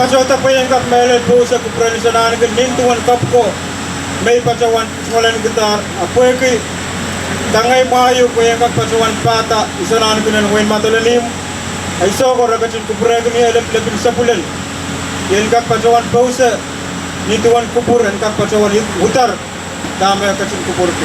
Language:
Pohnpeian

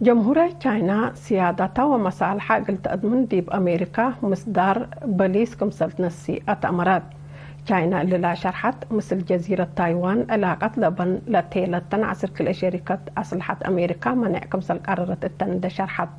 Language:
Tigre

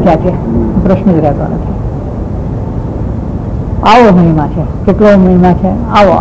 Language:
Gujarati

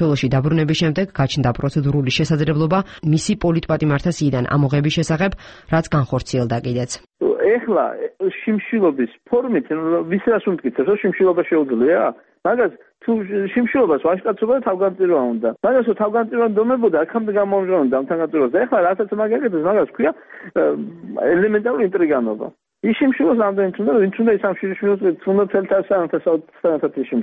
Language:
Georgian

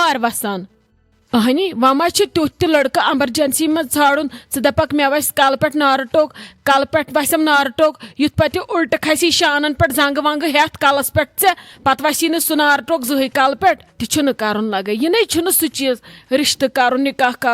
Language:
Kashmiri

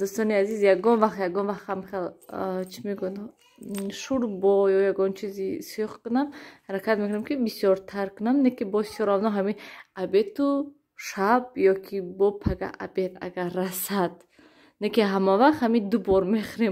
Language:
Tajik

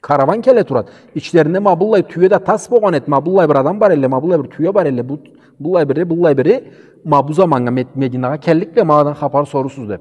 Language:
Karachay-Balkar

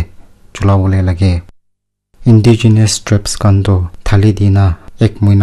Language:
Naga Pidgin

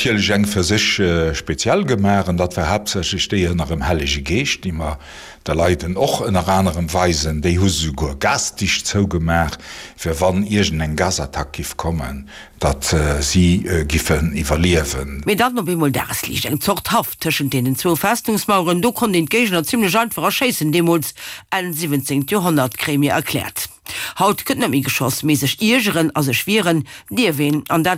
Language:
Luxembourgish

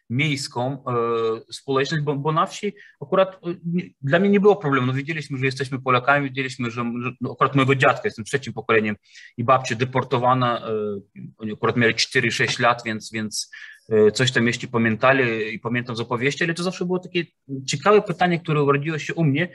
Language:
Polish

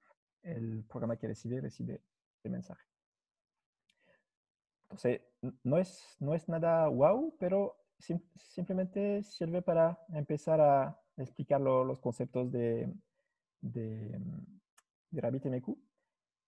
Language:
Spanish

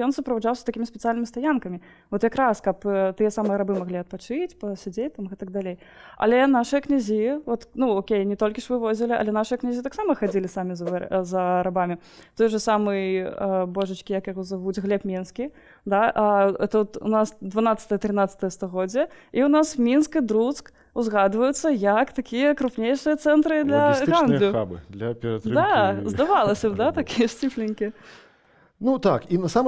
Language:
Belarusian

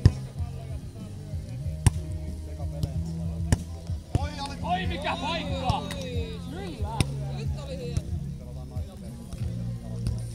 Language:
Finnish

